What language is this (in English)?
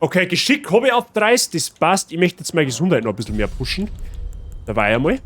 Bavarian